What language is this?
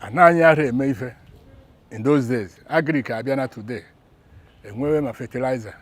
Igbo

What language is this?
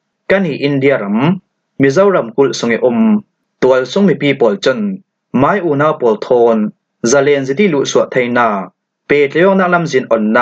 Falam Chin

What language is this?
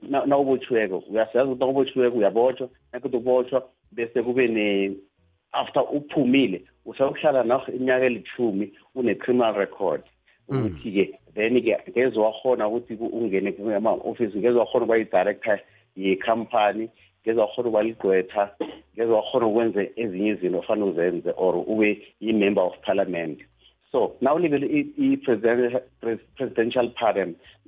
South Ndebele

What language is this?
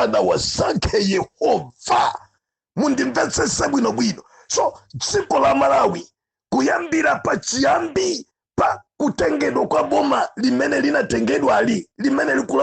Nyanja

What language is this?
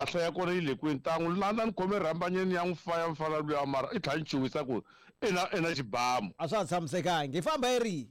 Tsonga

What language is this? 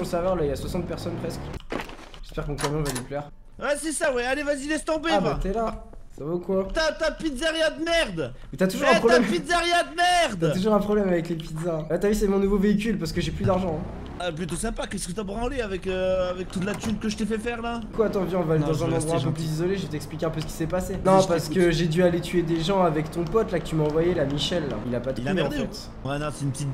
French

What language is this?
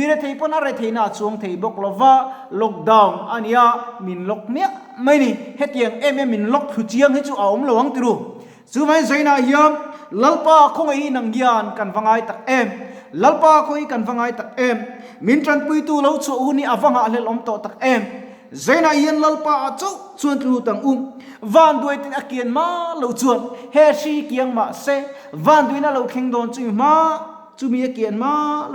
Mizo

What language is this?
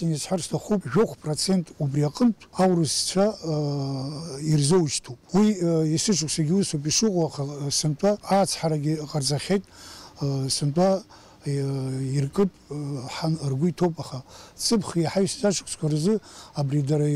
Abkhazian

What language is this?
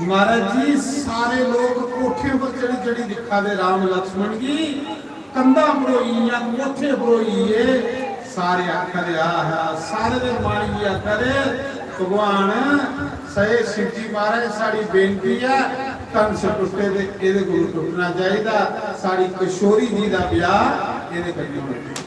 Dogri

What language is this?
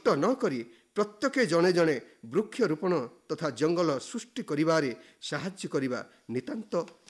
Odia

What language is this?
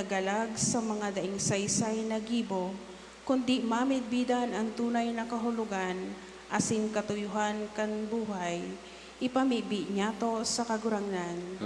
Bikol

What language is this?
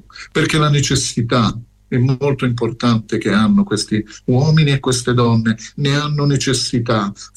Italian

